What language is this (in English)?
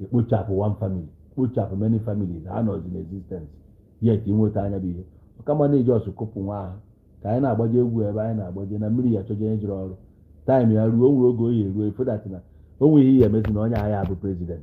Igbo